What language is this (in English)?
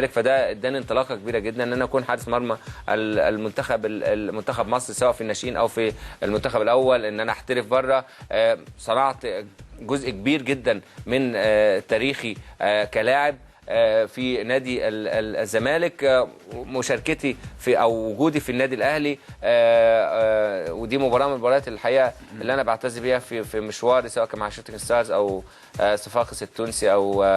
Egyptian Arabic